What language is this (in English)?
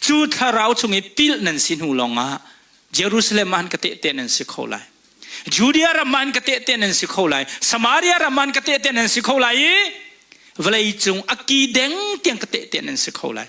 Hakha Chin